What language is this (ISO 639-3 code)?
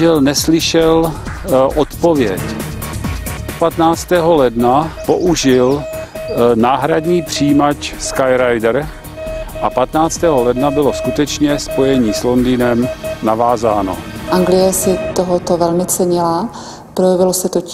ces